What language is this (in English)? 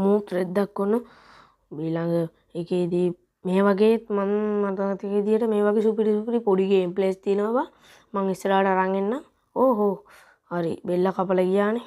Sinhala